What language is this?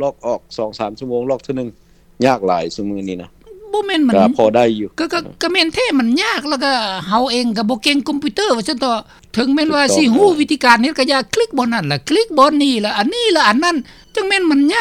Lao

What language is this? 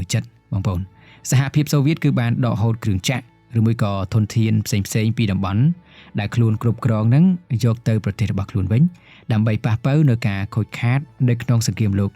Khmer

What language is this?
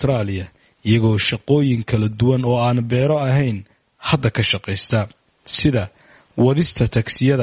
Somali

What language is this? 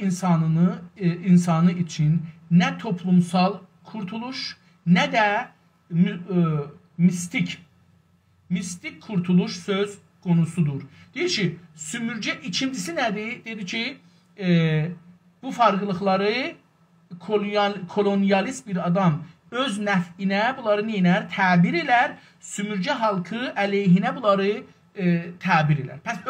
South Azerbaijani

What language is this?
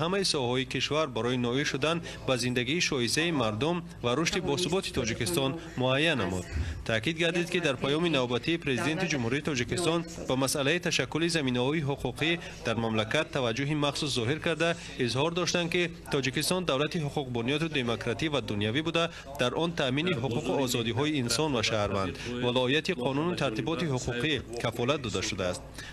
Tajik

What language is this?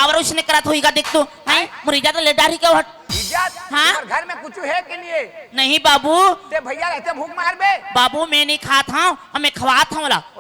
Chhattisgarhi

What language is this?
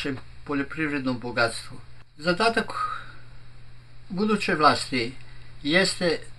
Serbian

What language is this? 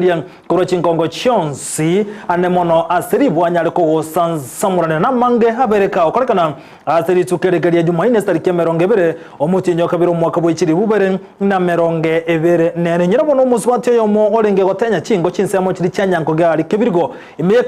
Gusii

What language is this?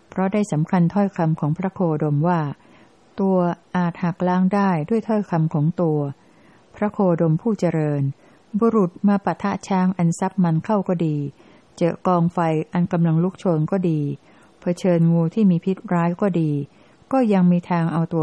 Thai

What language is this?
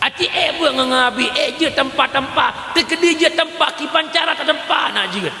Achinese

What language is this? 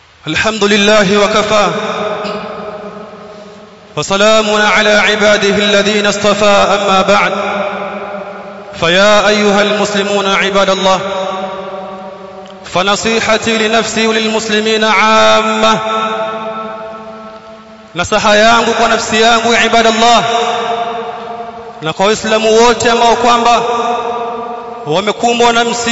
Swahili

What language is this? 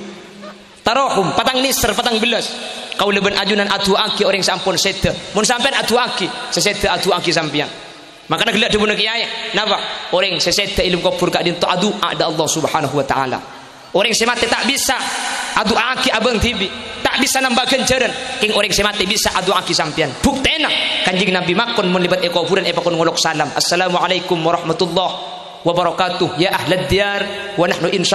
Madurese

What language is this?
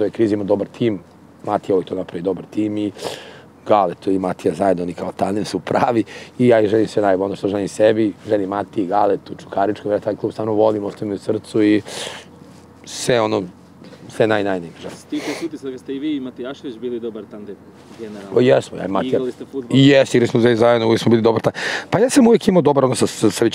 Serbian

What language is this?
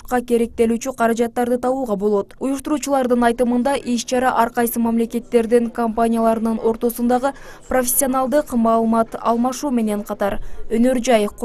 Kyrgyz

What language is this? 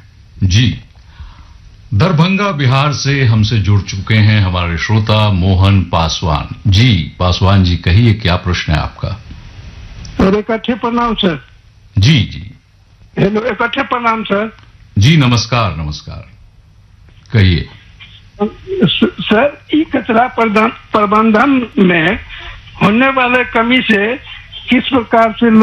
Hindi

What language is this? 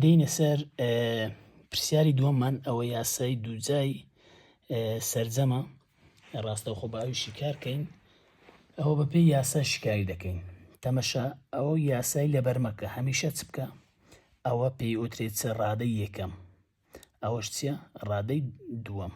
Central Kurdish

